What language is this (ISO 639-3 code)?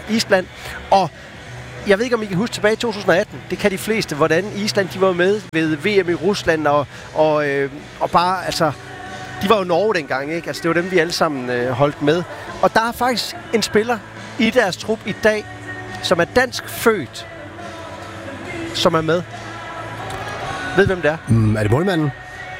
dan